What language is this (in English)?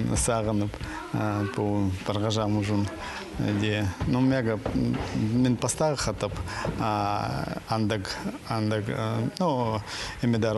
Khakas